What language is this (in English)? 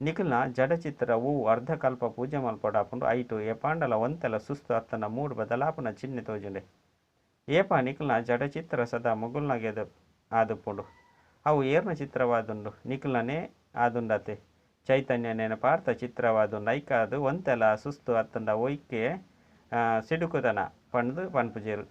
Tulu